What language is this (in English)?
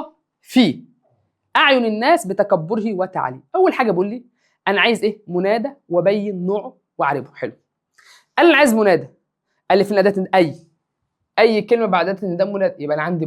Egyptian Arabic